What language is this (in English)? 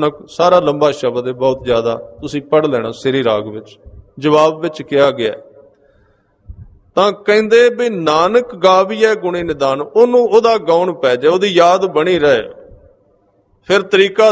Punjabi